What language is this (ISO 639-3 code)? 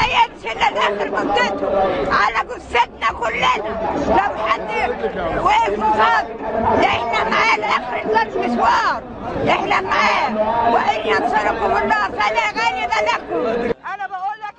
arz